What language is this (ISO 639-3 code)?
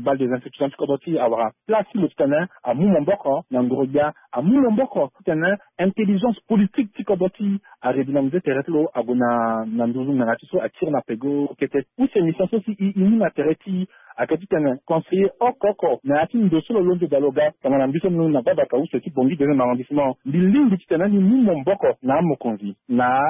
sag